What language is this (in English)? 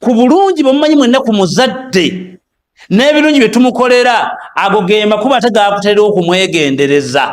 Ganda